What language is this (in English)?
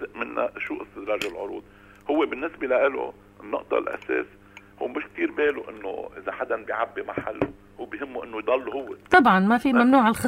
North Levantine Arabic